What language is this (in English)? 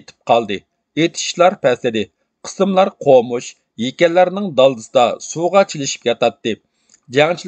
Uyghur